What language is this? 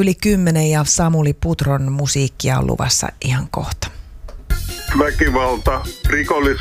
Finnish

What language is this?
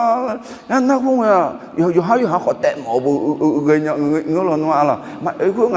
Akha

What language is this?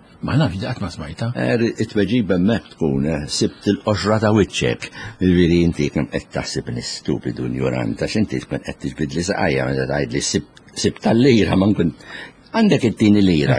Maltese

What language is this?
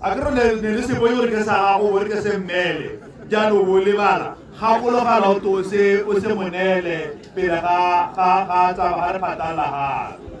Tswana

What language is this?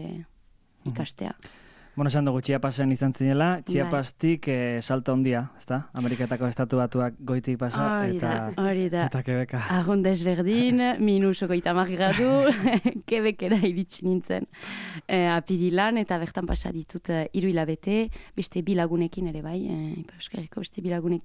Basque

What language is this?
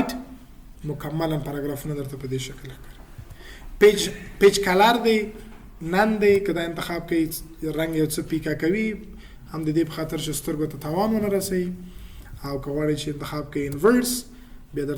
Pashto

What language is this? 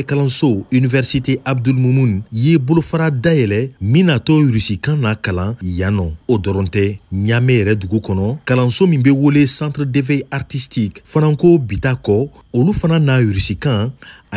Bambara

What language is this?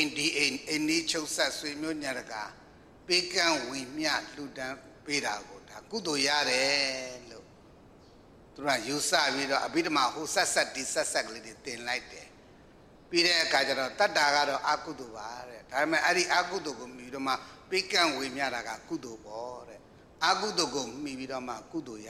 Burmese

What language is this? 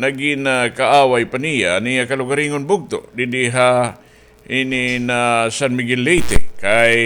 Waray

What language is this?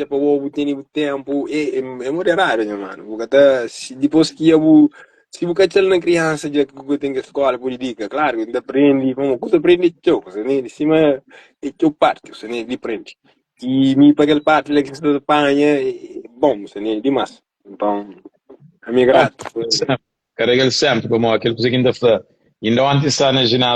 Kabuverdianu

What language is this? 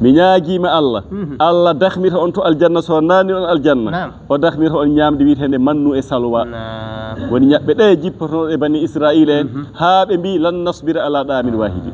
Fula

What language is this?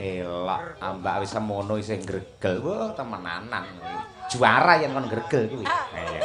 Javanese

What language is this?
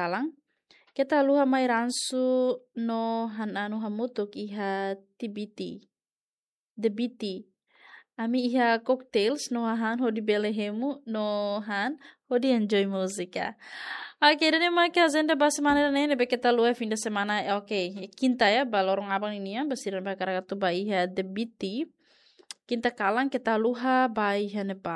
Tetum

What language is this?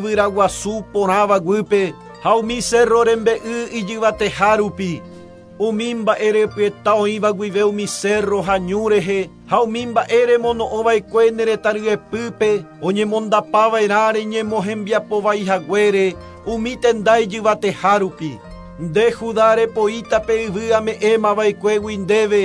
Guarani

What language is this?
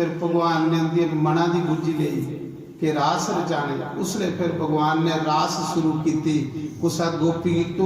Dogri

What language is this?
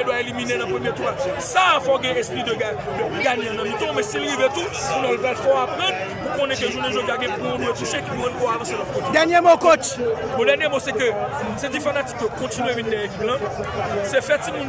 Haitian Creole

